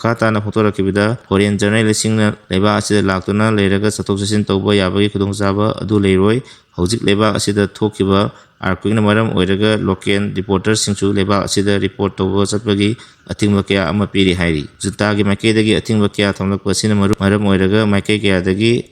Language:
Manipuri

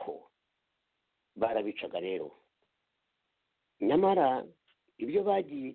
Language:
Kinyarwanda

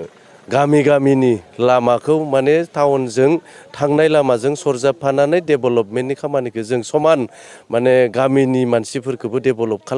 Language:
Bodo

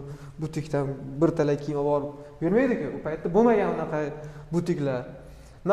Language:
Uzbek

